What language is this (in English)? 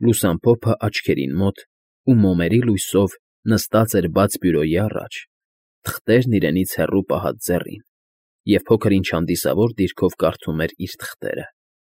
Armenian